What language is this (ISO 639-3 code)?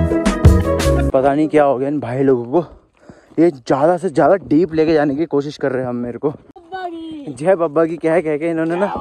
hin